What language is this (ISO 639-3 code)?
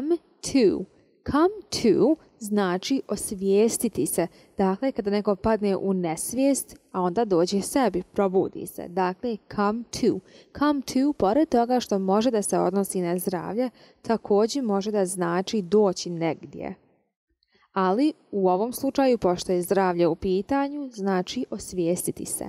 hrv